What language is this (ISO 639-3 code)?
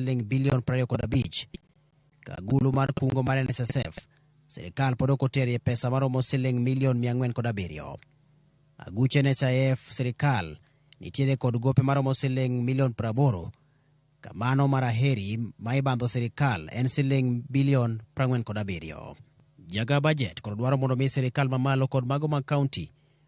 luo